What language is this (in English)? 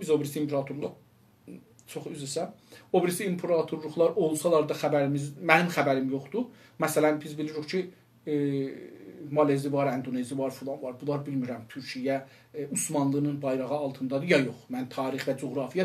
South Azerbaijani